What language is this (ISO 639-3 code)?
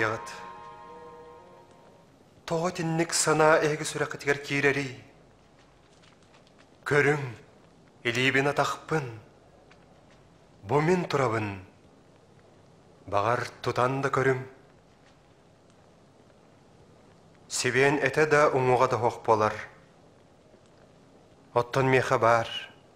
sah